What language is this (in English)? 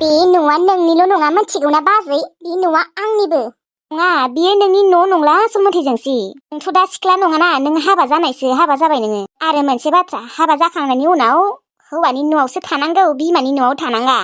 Bodo